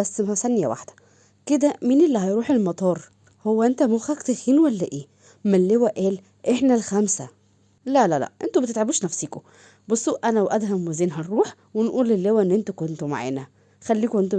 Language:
Egyptian Arabic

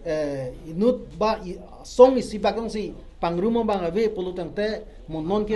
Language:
Karbi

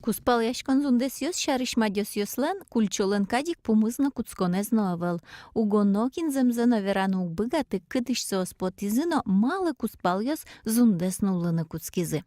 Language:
Udmurt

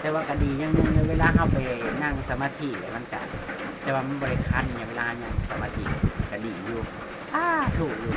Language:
Northeastern Thai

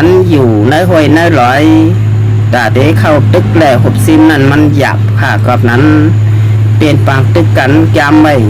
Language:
Shan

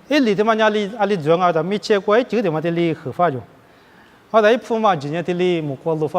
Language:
Lisu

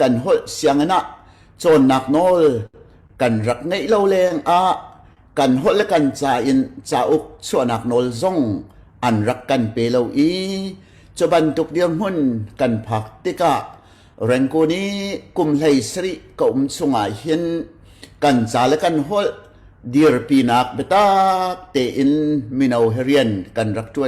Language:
Hakha Chin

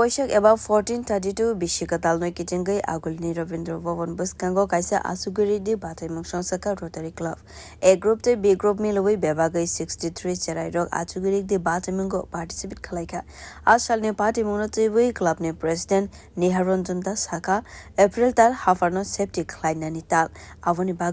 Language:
Kok Borok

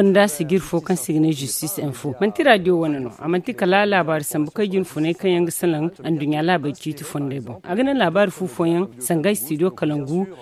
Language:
Zarma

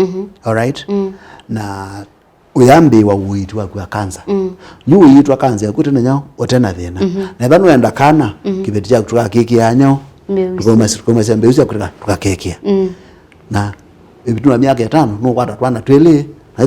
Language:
Kamba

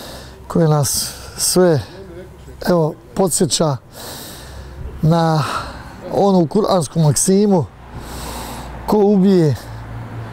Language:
Bosnian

